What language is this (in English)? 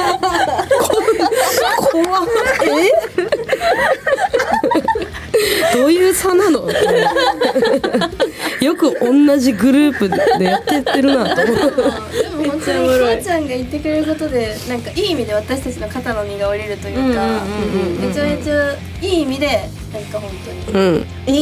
Japanese